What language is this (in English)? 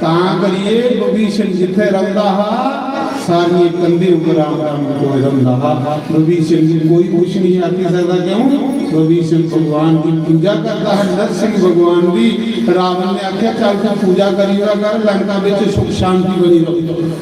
Dogri